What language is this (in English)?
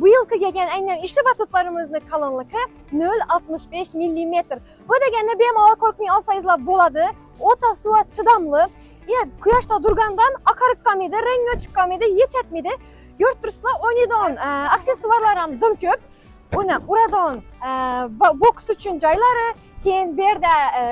Uzbek